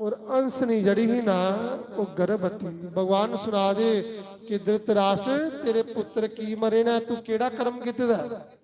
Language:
Dogri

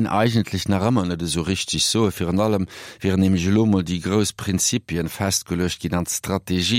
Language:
Luxembourgish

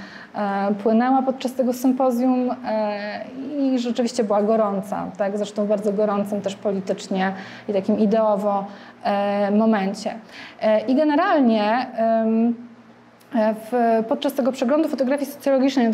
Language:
Polish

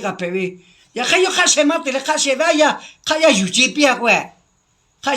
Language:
Lahu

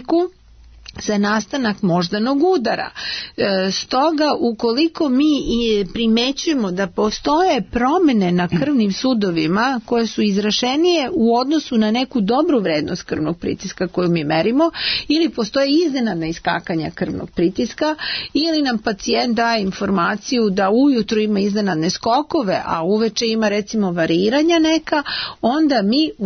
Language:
Serbian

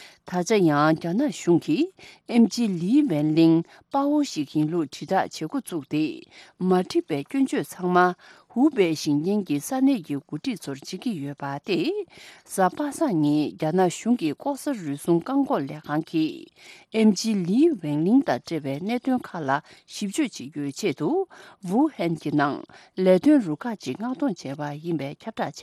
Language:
Tibetan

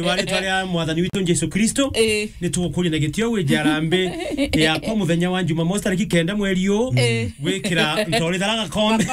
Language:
Meru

